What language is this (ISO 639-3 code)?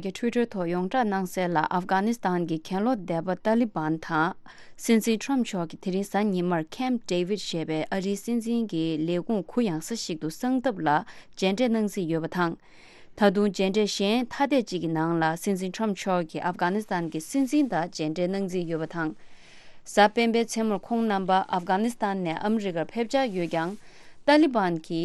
bod